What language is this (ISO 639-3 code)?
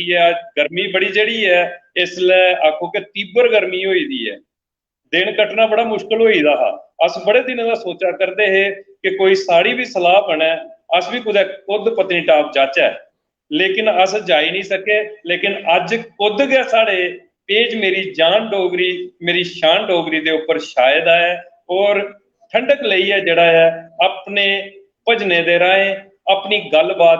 doi